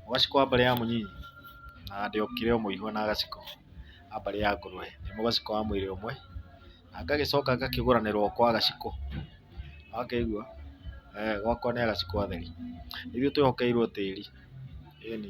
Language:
Kikuyu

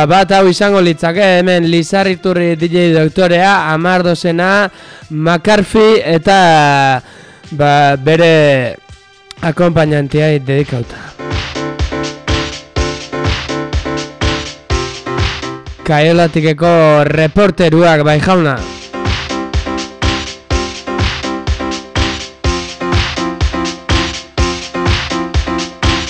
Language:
Basque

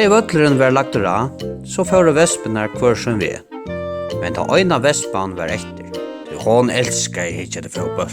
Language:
Faroese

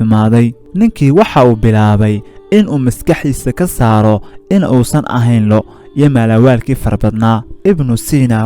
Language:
Somali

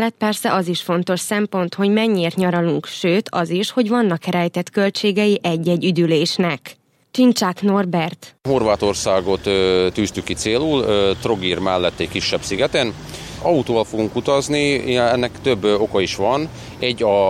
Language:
Hungarian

